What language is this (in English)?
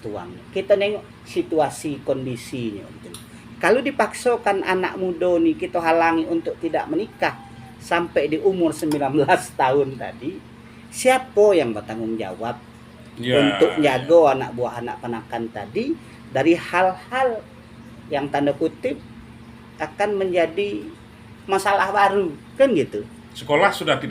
Minangkabau